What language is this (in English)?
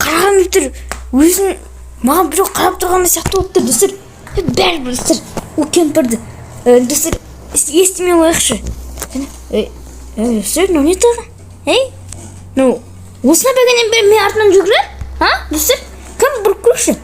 Kazakh